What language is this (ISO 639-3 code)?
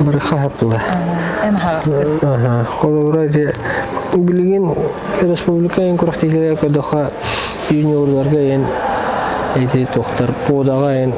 sah